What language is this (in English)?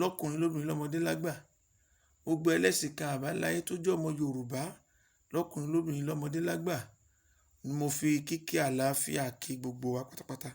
Yoruba